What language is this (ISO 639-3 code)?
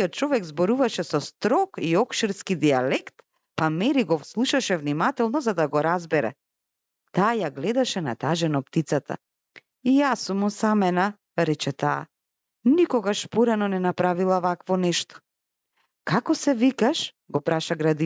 mkd